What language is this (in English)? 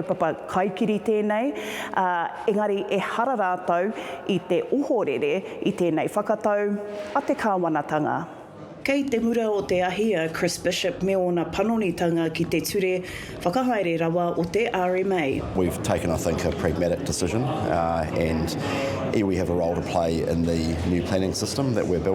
Māori